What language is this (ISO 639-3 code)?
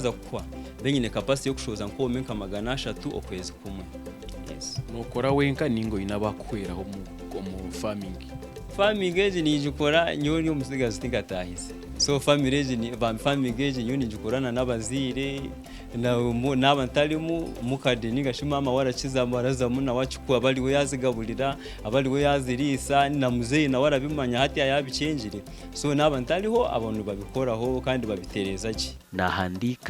nyn